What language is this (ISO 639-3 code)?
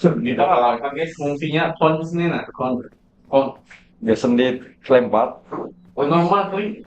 bjn